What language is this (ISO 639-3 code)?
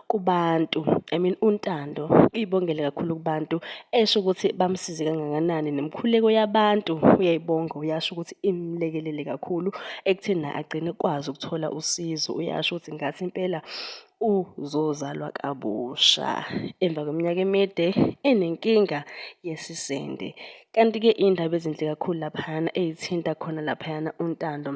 zul